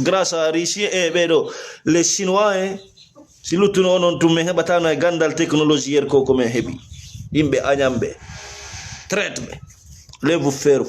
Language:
Fula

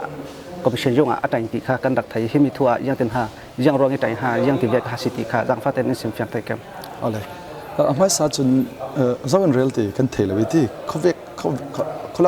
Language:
Falam Chin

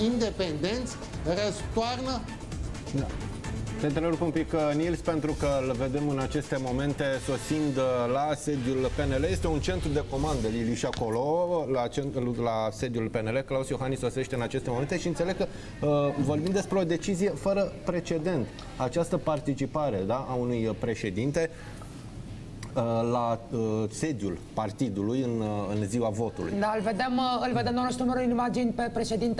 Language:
Romanian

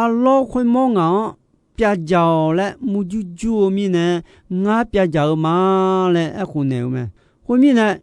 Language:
Akha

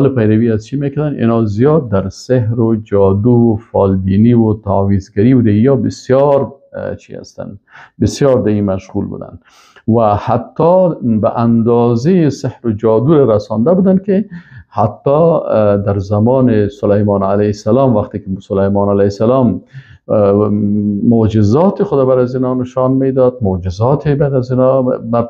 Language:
Persian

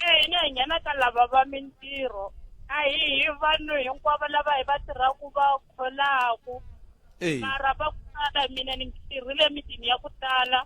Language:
Tsonga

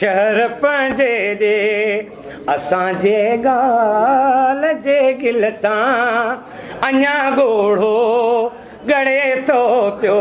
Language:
Sindhi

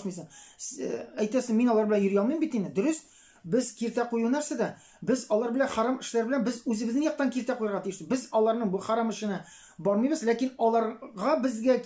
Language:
Tatar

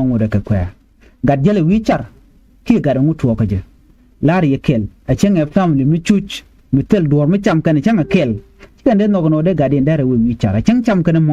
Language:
Nuer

